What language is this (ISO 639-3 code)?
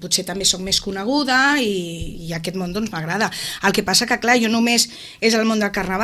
cat